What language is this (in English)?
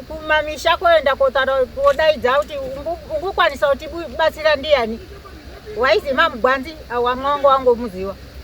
Shona